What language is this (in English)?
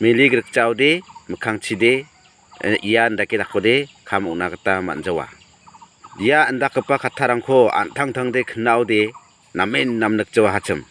Garo